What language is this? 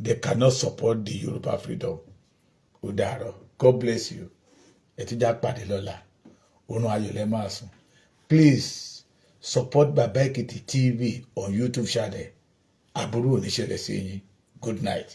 Yoruba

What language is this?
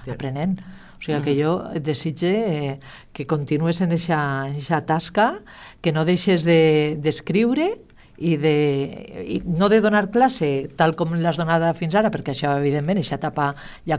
Catalan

